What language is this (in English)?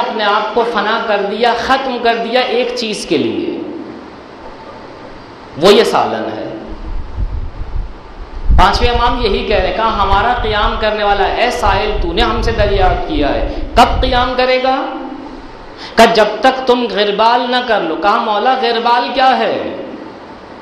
Urdu